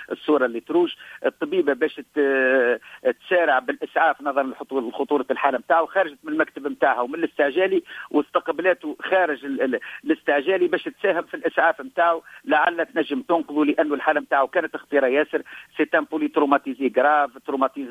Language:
Tunisian Arabic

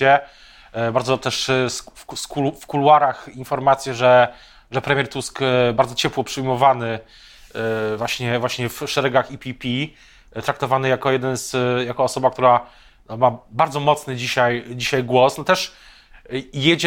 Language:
Polish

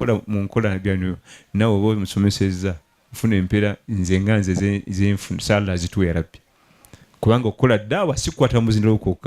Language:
Ganda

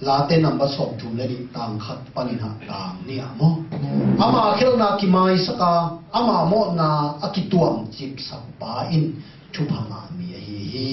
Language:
Tedim Chin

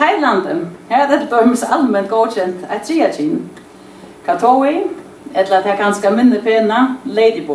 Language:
Faroese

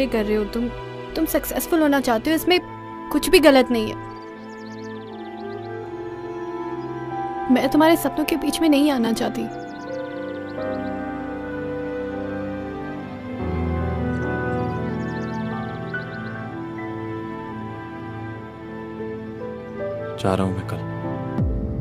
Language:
Hindi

